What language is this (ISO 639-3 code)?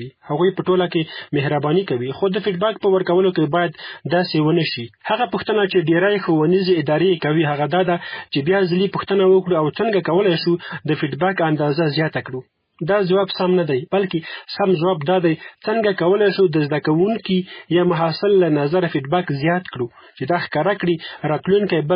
pus